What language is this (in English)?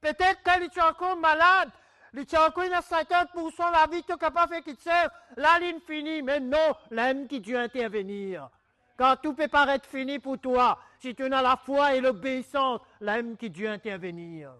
Morisyen